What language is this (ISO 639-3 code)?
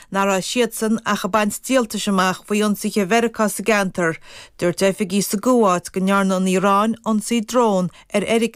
gle